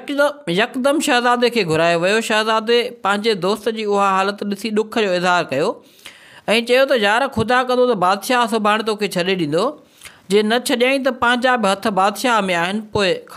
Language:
Sindhi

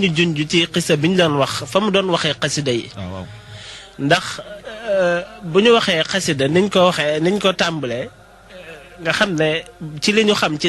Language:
Wolof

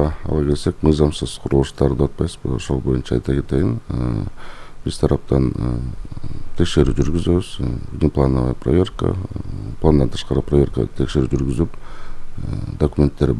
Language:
Kyrgyz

